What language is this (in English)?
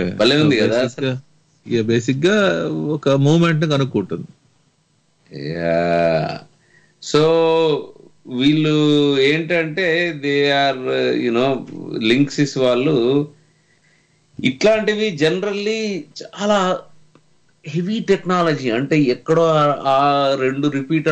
Telugu